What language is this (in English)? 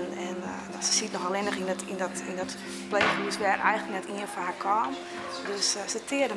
Western Frisian